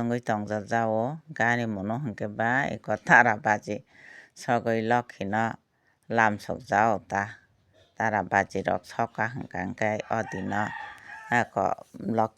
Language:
Kok Borok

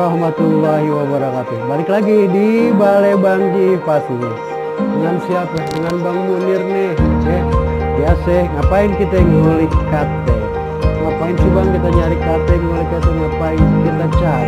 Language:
Betawi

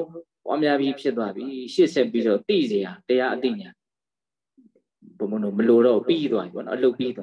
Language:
Burmese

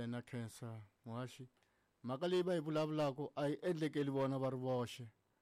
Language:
Tsonga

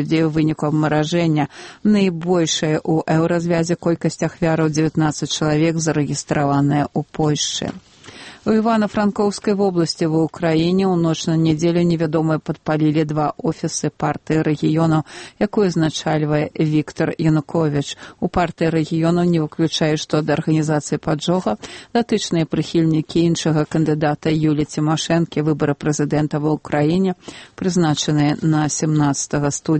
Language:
Belarusian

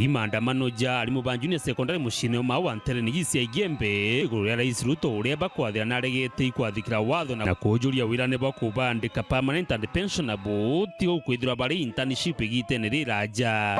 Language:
Meru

